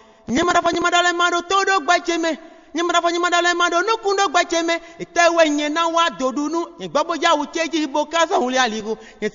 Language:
Fon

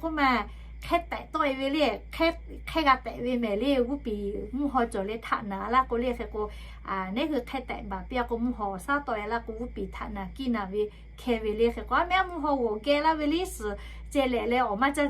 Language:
Lahu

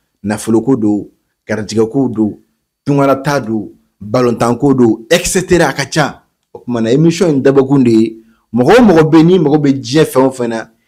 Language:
Bambara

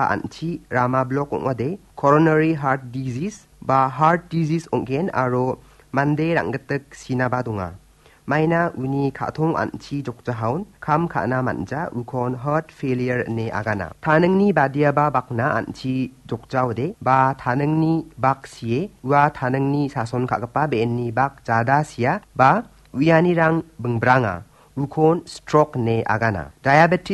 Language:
Garo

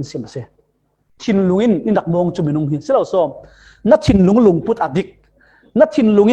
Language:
Falam Chin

